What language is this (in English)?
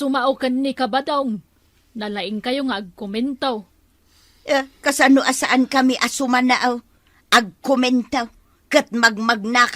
Iloko